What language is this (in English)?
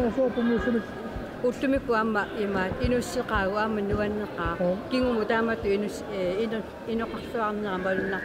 Kalaallisut